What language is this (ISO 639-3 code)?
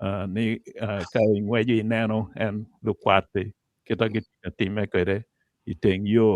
ach